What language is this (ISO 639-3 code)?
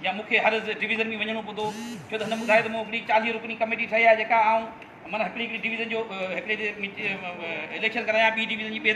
snd